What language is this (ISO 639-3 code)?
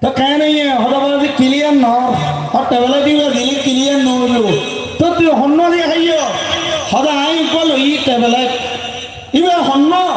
rhg